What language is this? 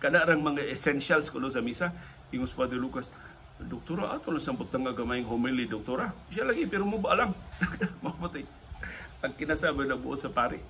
Cebuano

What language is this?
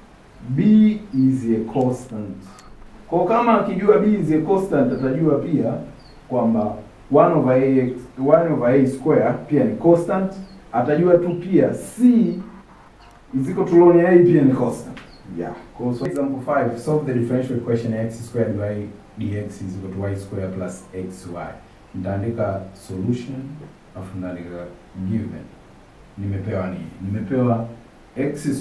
Swahili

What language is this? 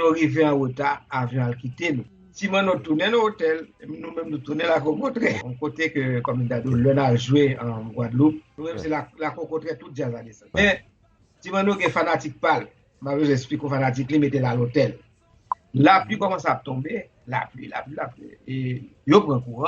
Haitian Creole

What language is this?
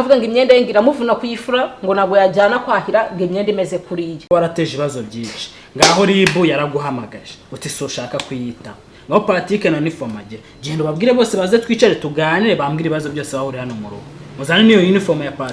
Kinyarwanda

